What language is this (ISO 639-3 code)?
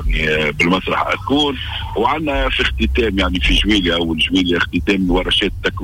aeb